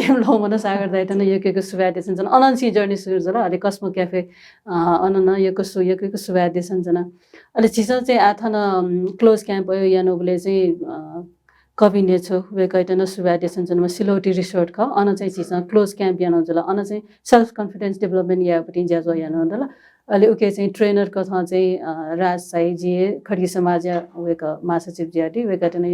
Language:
Newari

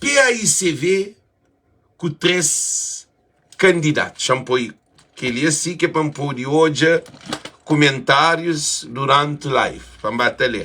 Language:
Kabuverdianu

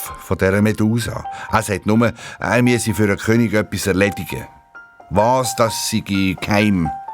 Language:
Swiss German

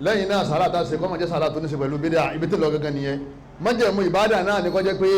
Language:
Yoruba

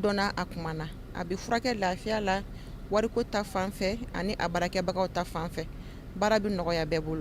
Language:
Bambara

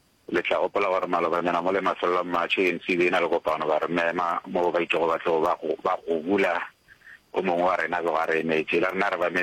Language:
Northern Sotho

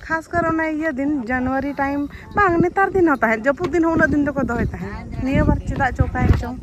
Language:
Santali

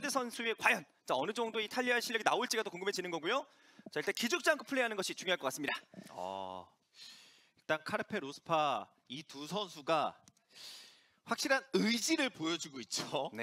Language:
Korean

